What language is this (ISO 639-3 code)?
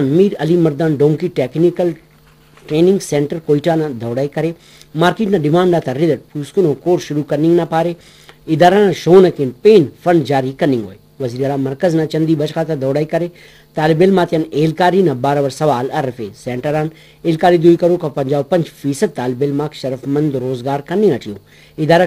brh